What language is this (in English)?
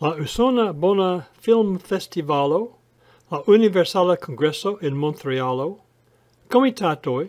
Esperanto